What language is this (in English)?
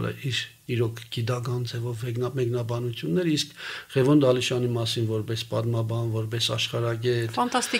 Armenian